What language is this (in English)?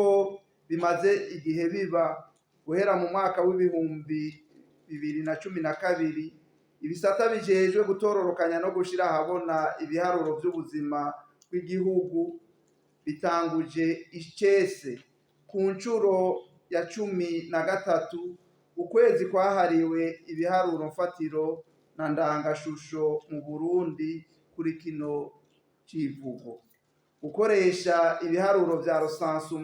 Rundi